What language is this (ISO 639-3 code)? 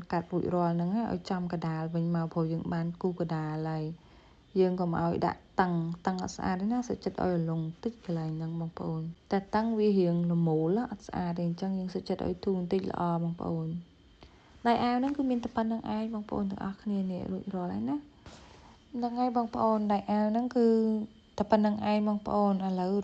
khm